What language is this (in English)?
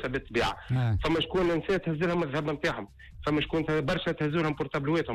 Tunisian Arabic